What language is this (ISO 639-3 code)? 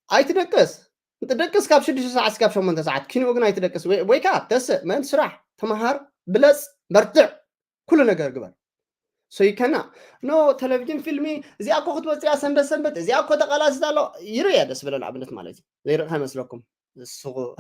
tir